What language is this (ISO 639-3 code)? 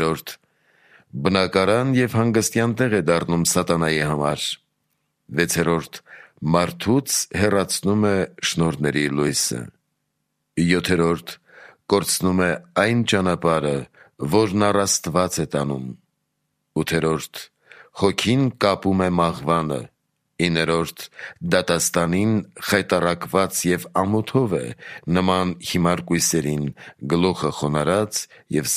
hye